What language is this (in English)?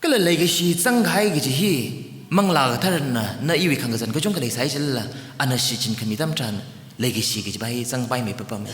Tangkhul Naga (India)